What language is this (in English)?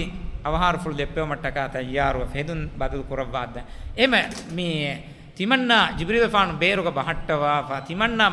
Divehi